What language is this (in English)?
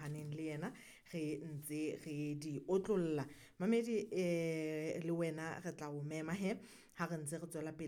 Southern Sotho